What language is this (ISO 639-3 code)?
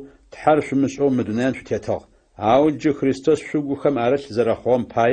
ady